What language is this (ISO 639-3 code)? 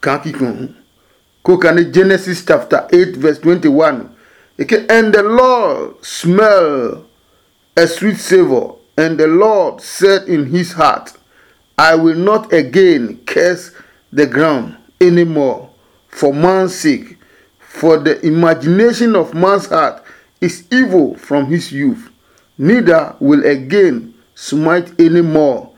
ada